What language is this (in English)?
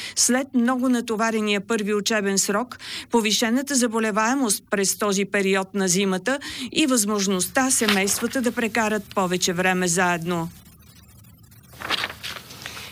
Bulgarian